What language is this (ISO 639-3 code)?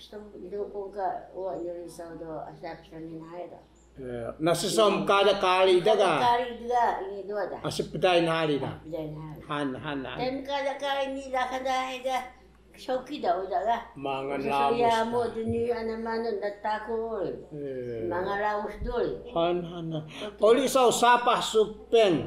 trv